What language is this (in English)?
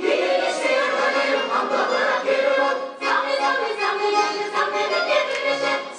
Chuvash